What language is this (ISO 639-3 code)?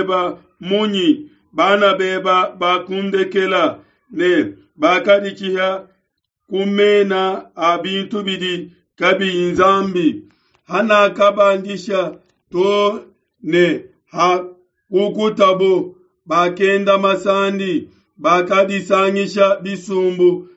lua